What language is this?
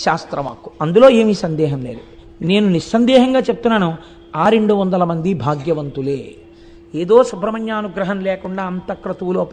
Telugu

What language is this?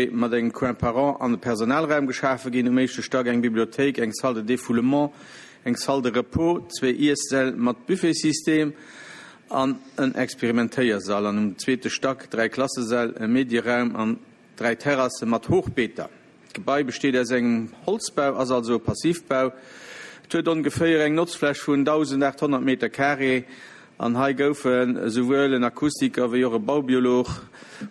Luxembourgish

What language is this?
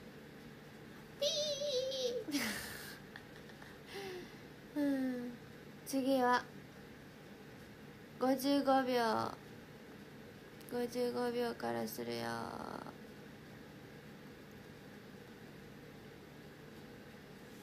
Japanese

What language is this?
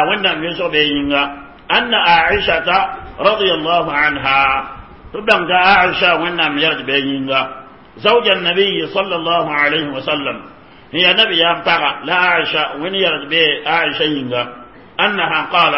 Mossi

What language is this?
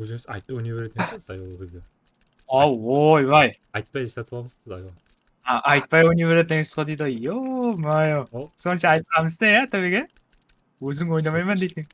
Kara-Kalpak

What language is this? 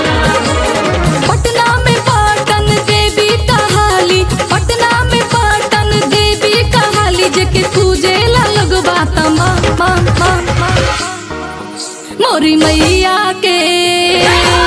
Bhojpuri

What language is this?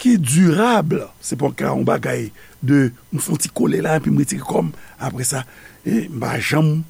Haitian Creole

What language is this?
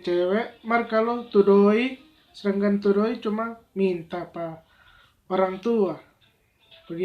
Manado Malay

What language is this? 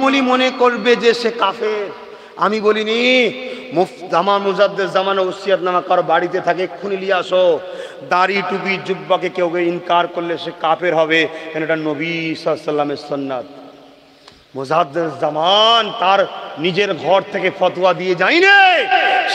Bangla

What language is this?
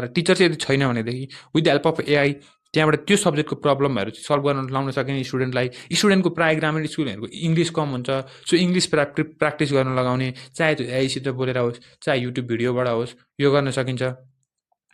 Nepali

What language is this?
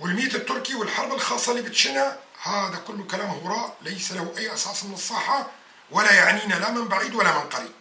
North Levantine Arabic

